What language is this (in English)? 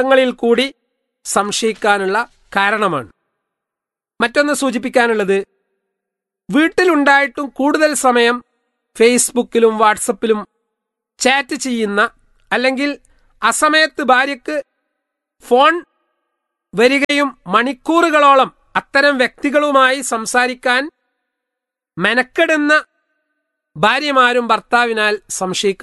Malayalam